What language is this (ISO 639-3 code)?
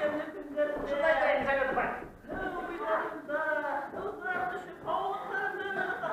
bak